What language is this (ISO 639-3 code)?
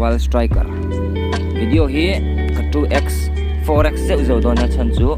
lus